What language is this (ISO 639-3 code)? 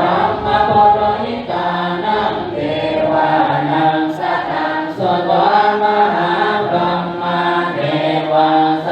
pli